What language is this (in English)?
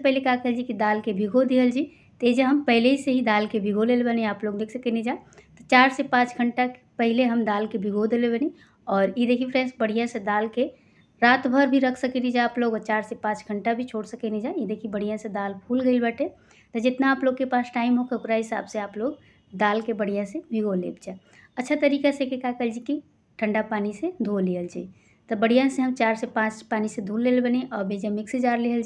Bhojpuri